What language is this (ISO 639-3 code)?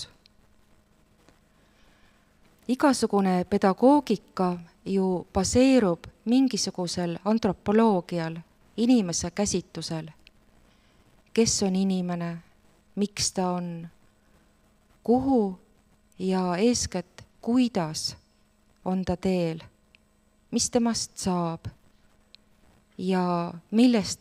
est